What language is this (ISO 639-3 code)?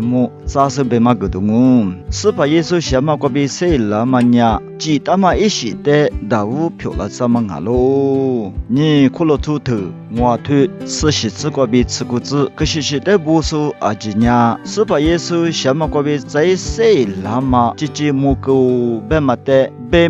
lis